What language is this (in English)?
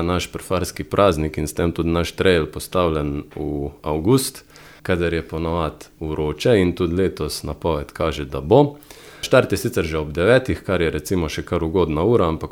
Slovenian